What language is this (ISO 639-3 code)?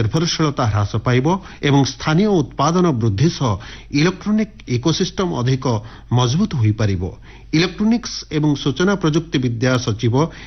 ori